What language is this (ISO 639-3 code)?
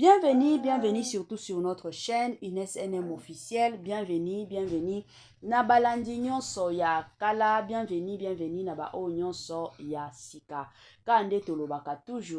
lin